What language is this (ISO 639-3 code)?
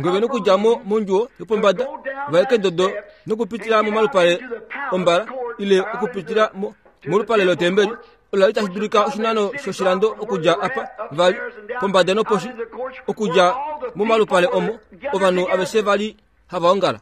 kua